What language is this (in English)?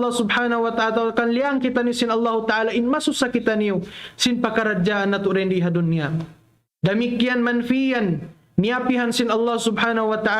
Tausug